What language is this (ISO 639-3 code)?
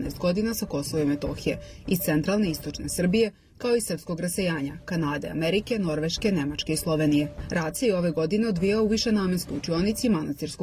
srp